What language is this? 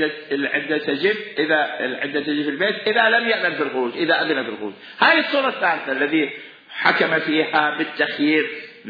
Mesopotamian Arabic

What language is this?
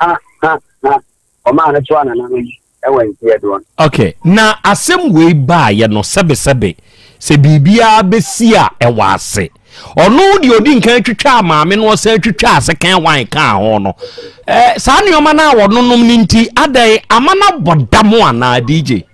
Akan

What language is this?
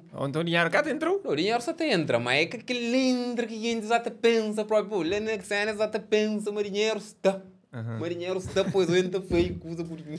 Kabuverdianu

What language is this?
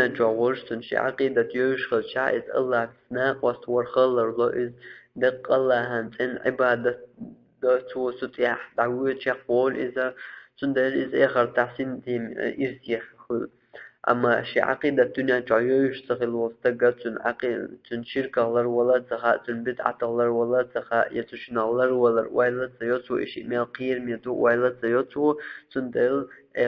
Chechen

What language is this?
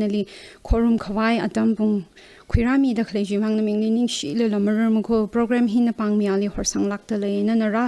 Tangkhul Naga (India)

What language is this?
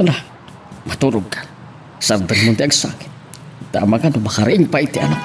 Iloko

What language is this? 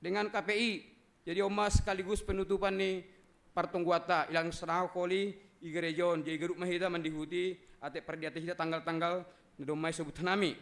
Batak Simalungun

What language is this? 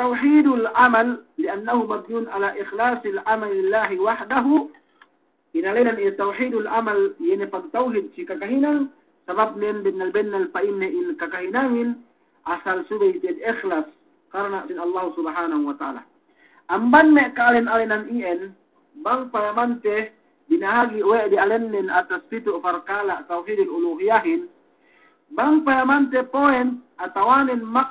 Yakan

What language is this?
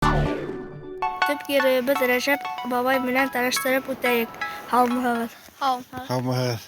Bashkir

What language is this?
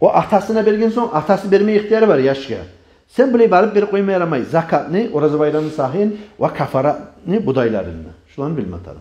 Kumyk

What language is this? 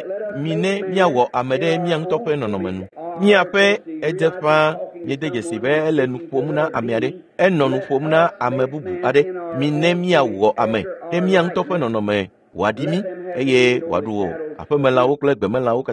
Ewe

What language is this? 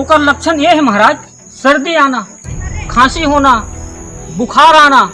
Chhattisgarhi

